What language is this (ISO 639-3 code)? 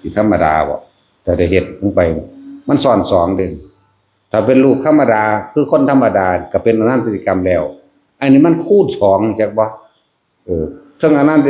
tts